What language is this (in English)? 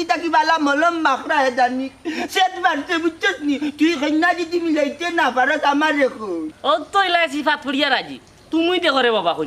Sylheti